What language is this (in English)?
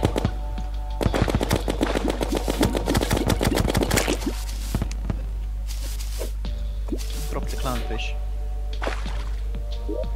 English